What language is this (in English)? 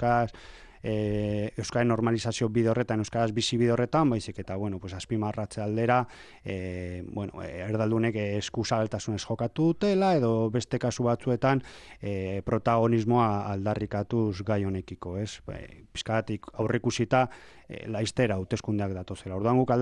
Basque